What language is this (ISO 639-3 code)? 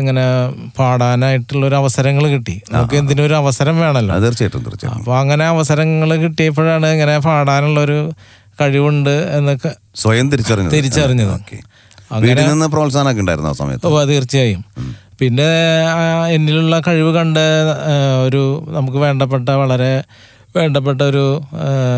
mal